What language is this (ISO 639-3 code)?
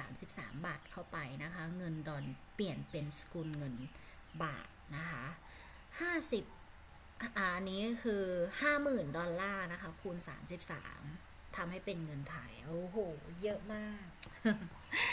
tha